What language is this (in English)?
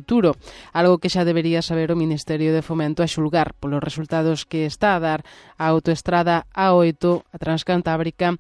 Galician